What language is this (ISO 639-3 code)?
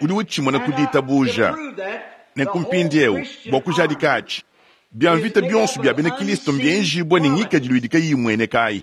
lua